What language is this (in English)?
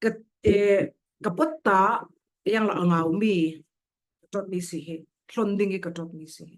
Falam Chin